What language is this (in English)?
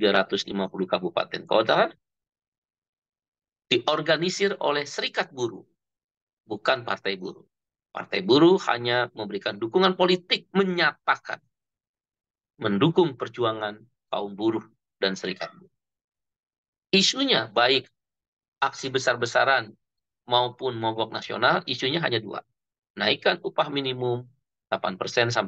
Indonesian